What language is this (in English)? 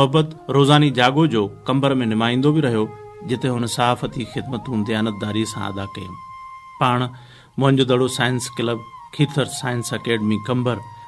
Sindhi